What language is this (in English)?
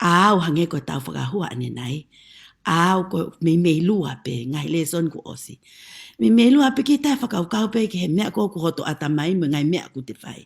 Tongan